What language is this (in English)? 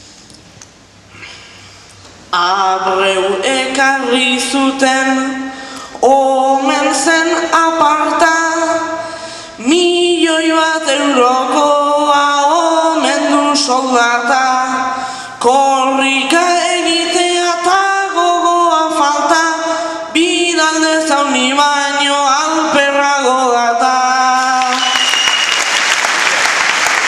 Basque